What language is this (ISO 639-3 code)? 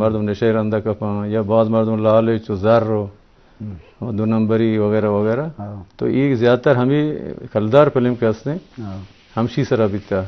bgp